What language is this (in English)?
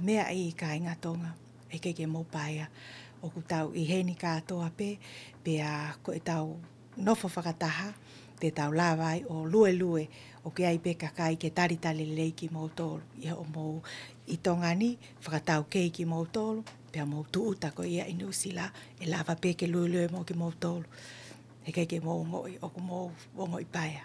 Tongan